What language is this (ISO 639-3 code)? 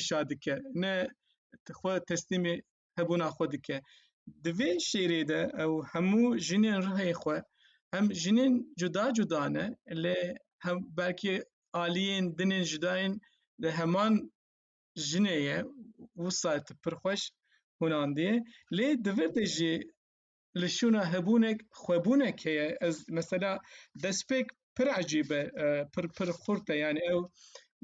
kur